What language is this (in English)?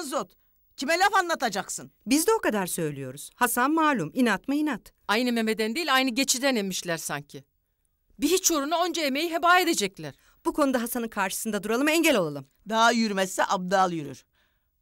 Turkish